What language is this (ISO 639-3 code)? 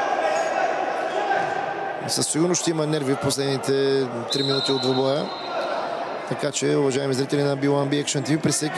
bul